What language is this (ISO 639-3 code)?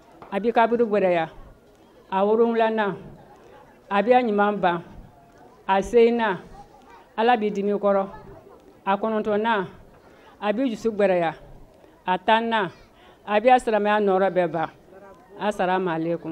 bam